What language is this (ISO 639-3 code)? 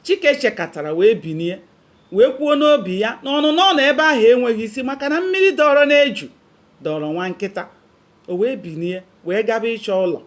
ibo